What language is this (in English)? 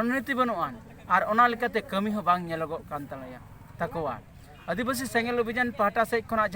Santali